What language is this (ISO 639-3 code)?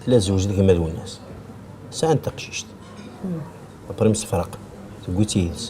kab